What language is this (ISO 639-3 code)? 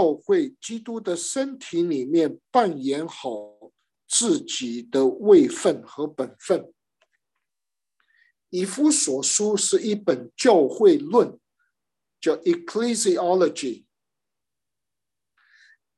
zho